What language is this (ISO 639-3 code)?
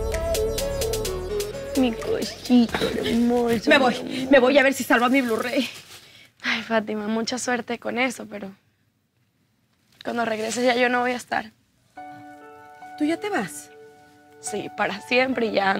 spa